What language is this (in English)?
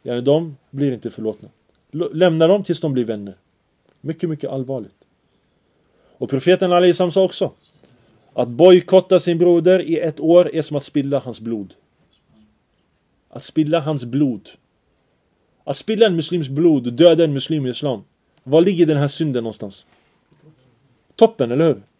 Swedish